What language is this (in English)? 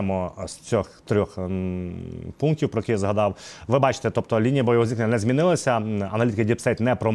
Ukrainian